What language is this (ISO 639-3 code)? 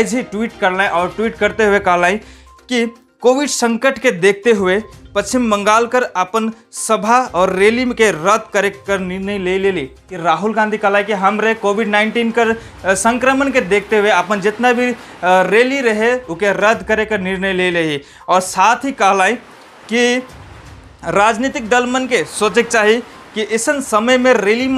sck